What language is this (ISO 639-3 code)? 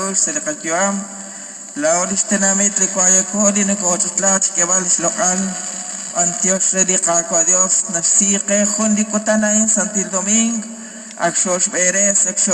kek